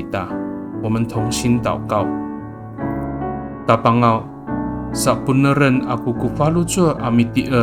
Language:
Amis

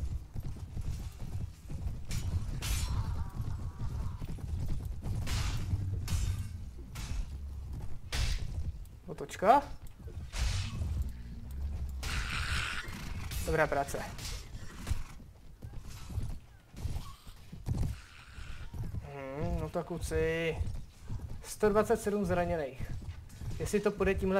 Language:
Czech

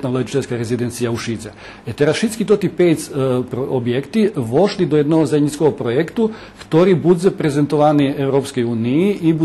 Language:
Rusyn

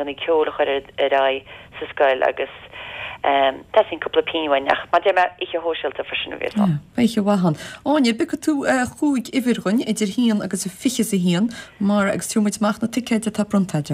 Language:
Irish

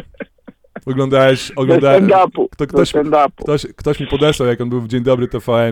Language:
Polish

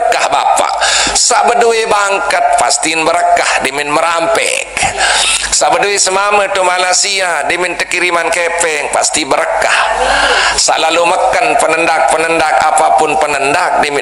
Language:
Sasak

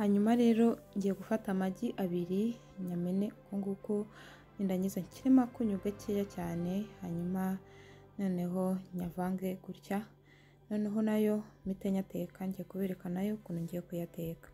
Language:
Kinyarwanda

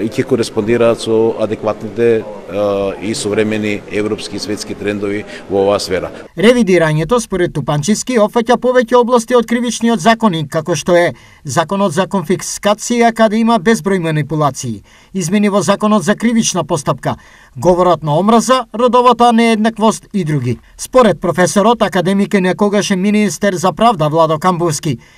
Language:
Macedonian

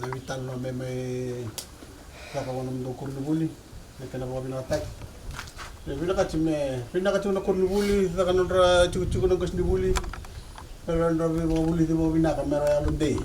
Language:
Fijian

